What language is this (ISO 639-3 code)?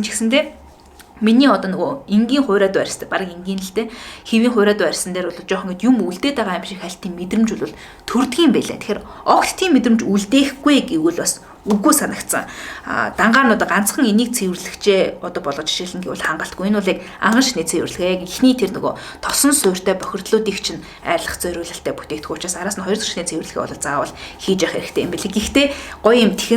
mon